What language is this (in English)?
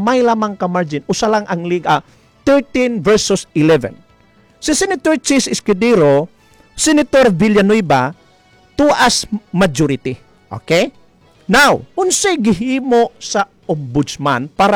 Cebuano